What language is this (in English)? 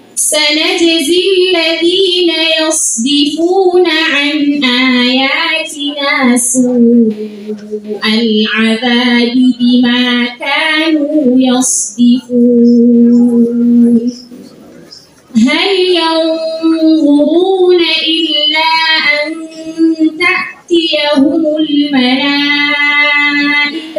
Arabic